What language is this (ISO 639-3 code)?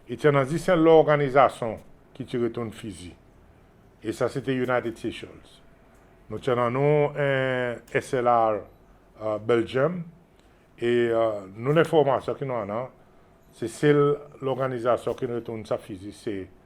crs